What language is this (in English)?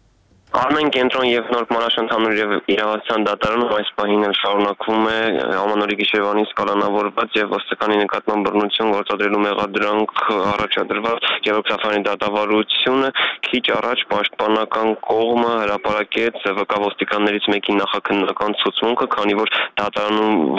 Armenian